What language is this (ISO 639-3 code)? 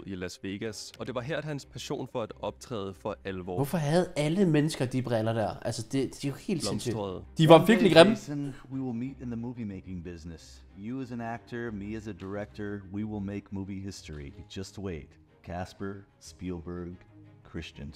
dan